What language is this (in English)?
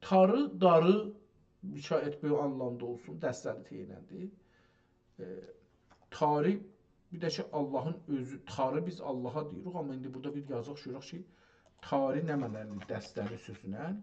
South Azerbaijani